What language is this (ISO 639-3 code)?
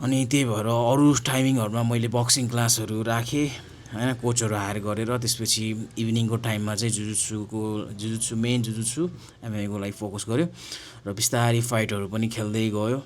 nep